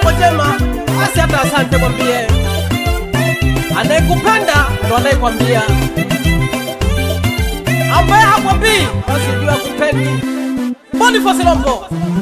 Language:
Swahili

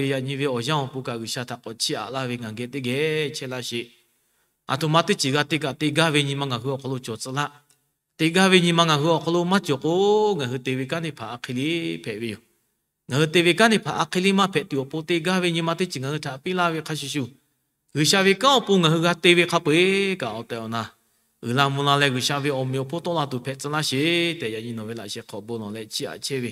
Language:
Lahu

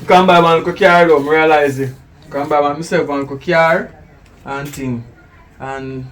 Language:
Jamaican Creole English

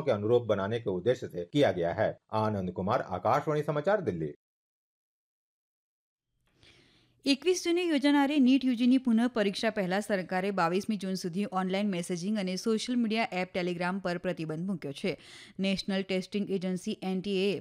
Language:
Gujarati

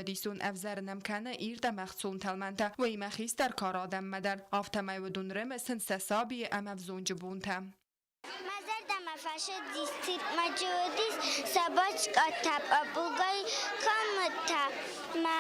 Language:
Ossetic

